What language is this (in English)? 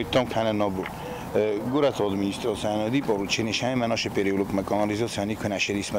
Ossetic